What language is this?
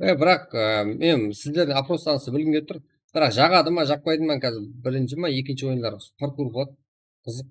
Kara-Kalpak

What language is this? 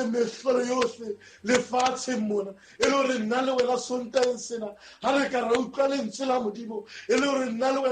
Southern Sotho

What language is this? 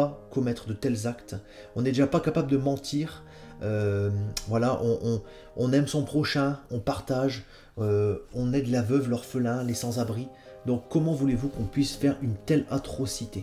French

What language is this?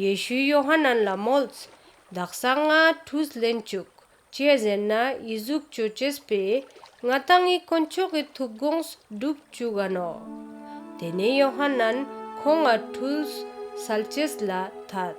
Ladakhi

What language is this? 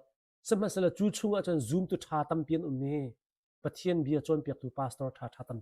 Hakha Chin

